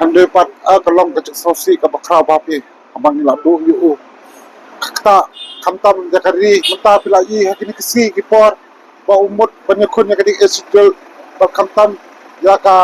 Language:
Khasi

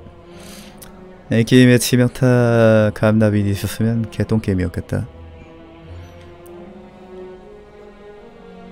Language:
Korean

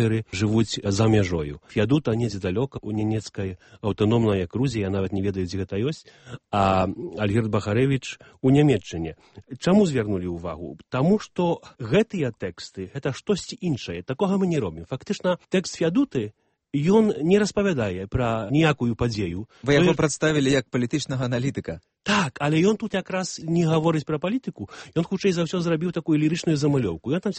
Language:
Belarusian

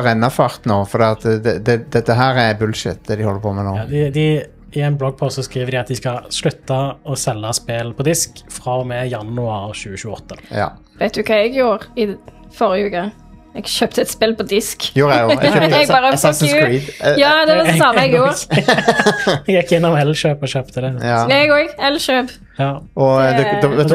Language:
Norwegian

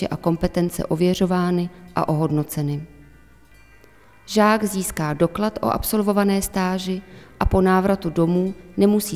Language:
Czech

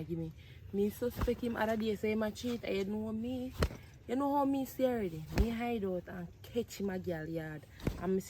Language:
Jamaican Creole English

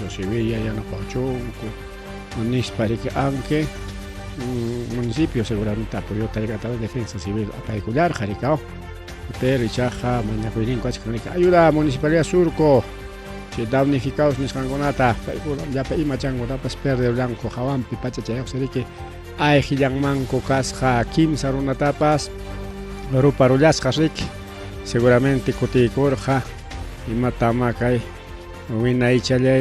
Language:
Ayacucho Quechua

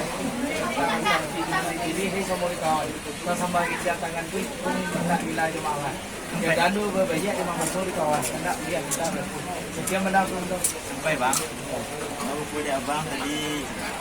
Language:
Minangkabau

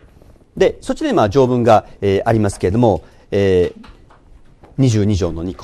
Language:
Japanese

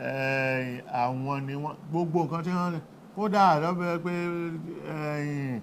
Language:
Yoruba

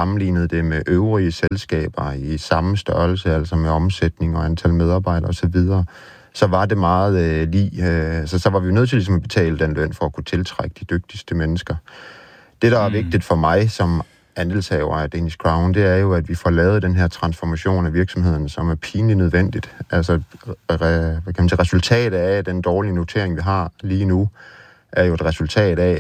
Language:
Danish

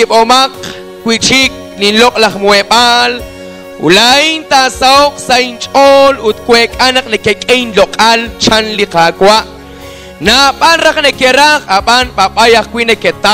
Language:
Kekchí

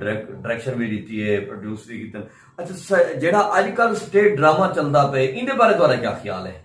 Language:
Saraiki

